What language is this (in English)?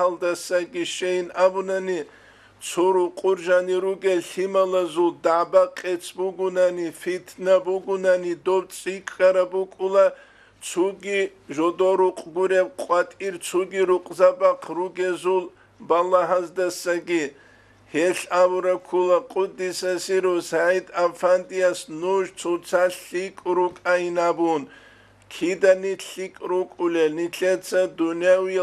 Avaric